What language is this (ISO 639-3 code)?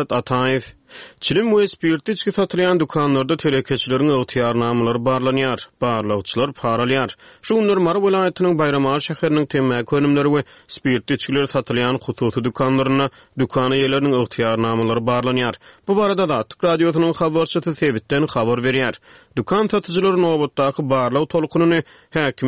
tuk